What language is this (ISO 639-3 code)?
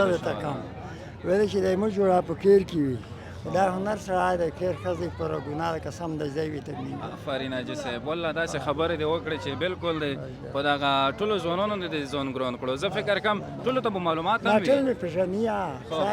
pus